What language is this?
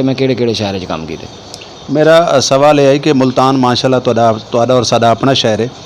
Saraiki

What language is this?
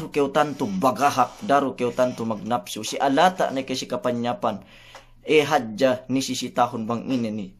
Yakan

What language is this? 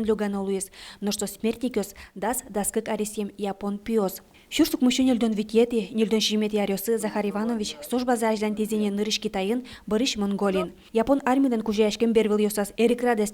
Udmurt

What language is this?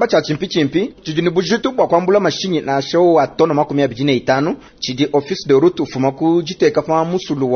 Luba-Lulua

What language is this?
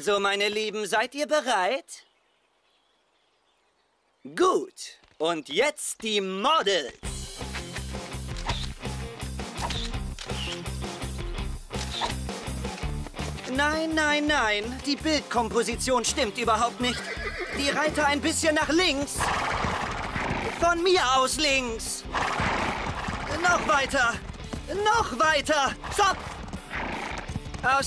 German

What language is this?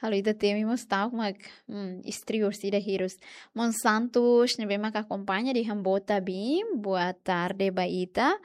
Tetum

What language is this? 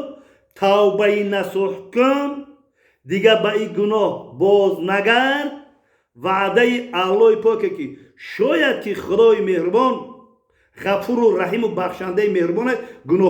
Tajik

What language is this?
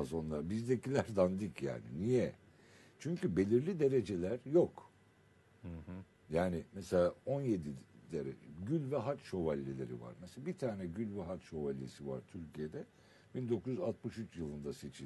Turkish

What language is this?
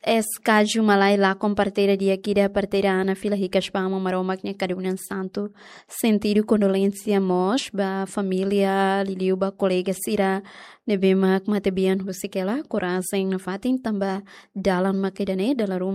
Tetum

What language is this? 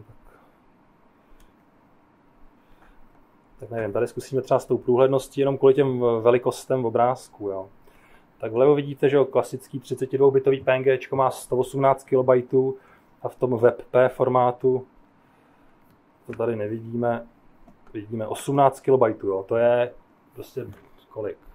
Czech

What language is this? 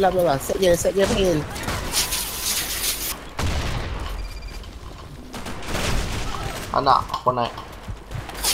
Malay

